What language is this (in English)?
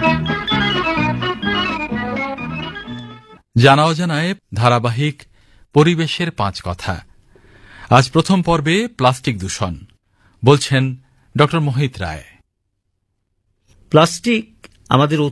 Bangla